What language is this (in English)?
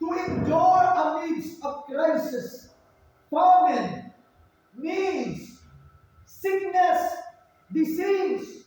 Cebuano